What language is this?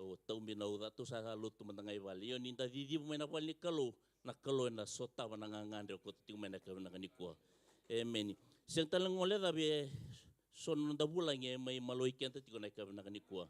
Fijian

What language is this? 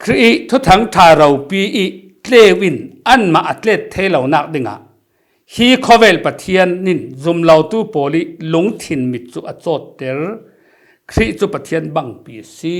Falam Chin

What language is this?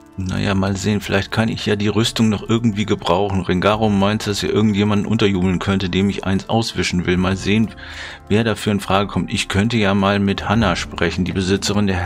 German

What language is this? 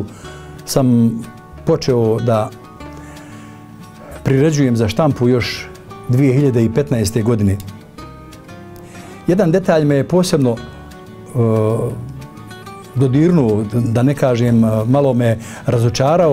Bosnian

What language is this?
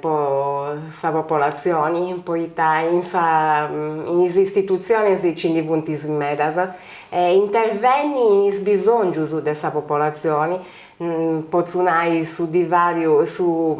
Sardinian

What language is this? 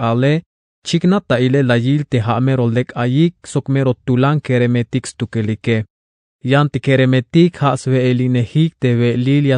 Tzeltal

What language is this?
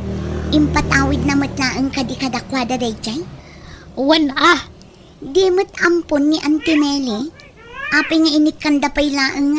Iloko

